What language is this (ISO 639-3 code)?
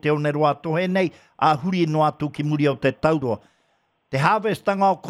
mri